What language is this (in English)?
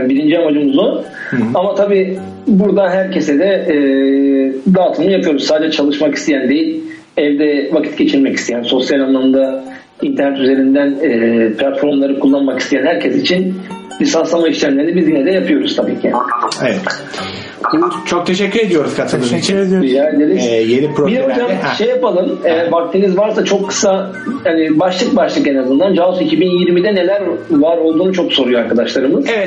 Turkish